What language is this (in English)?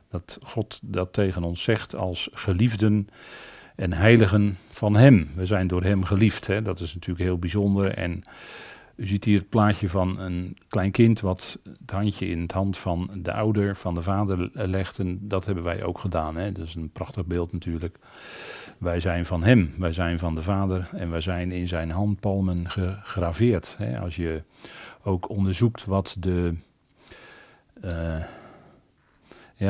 Dutch